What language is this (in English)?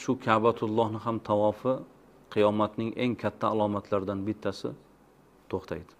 Uzbek